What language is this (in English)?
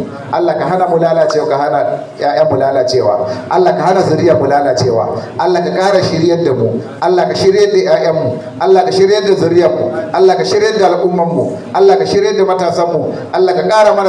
Hausa